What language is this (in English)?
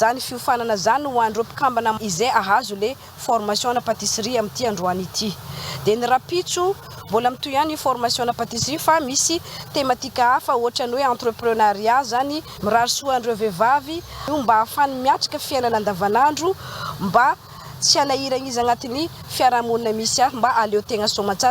Malagasy